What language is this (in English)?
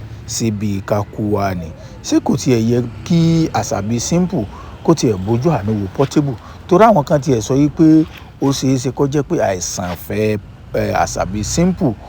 Yoruba